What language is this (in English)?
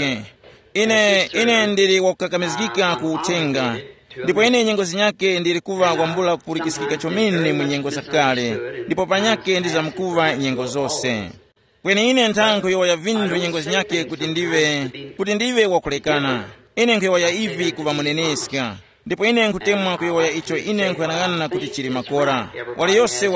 Tumbuka